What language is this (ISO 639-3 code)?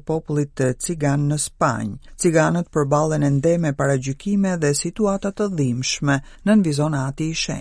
sqi